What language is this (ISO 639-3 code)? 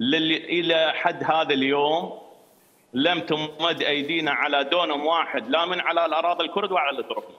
acm